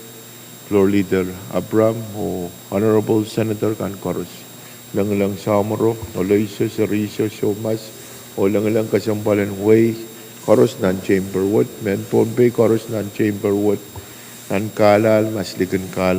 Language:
Pohnpeian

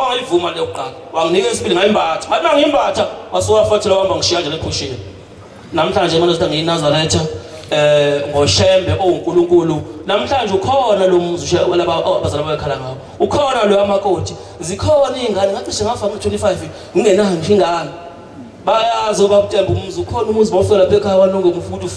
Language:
Zulu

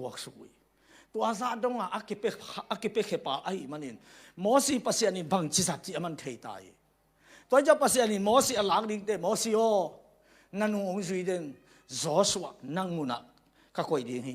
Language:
Tedim Chin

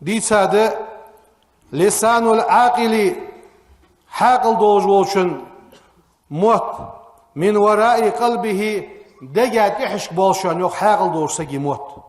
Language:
Ingush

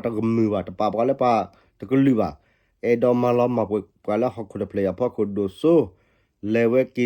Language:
S'gaw Karen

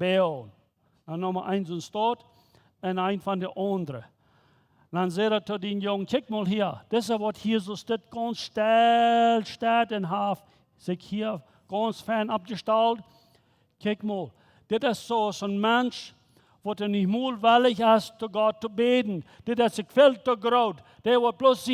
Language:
Plautdietsch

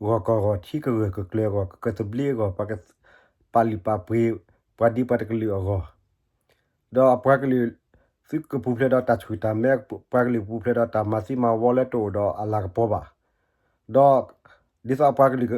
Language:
S'gaw Karen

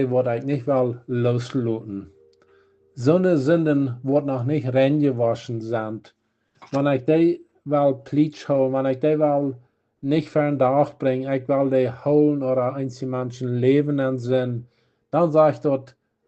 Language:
Plautdietsch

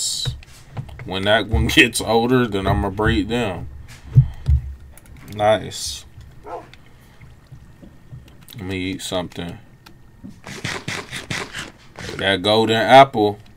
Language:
English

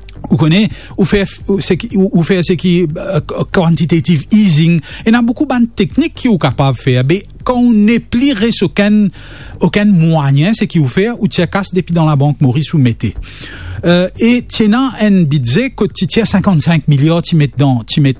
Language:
Morisyen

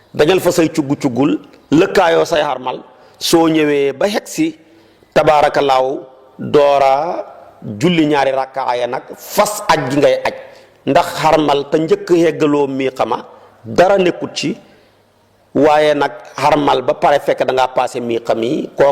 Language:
Wolof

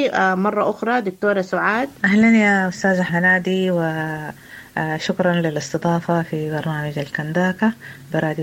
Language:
Sudanese Arabic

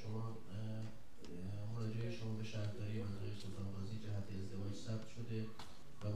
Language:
Persian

